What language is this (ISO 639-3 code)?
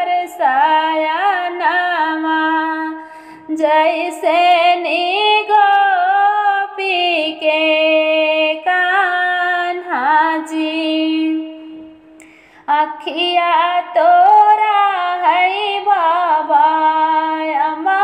bho